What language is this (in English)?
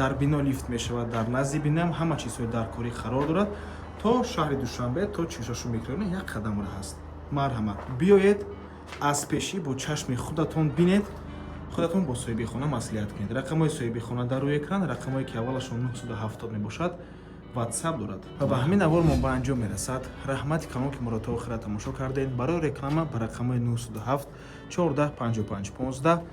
Tajik